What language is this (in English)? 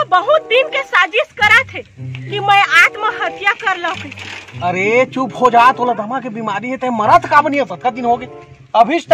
Chhattisgarhi